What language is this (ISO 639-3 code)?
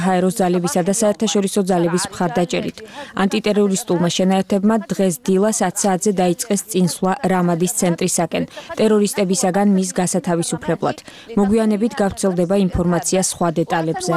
kat